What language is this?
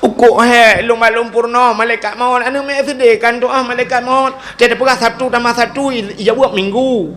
Achinese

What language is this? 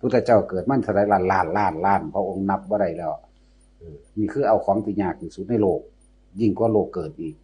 Northeastern Thai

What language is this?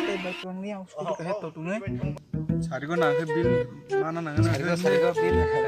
Kok Borok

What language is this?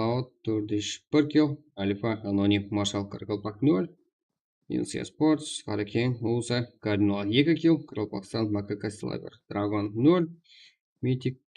Kara-Kalpak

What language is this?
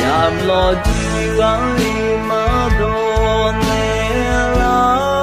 Akha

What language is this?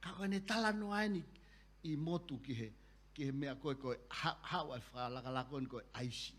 Tongan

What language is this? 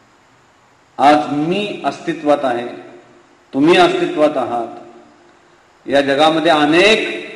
Marathi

